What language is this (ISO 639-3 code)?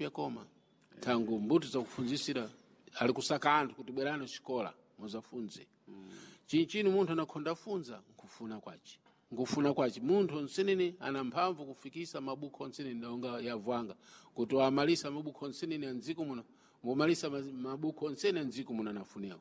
seh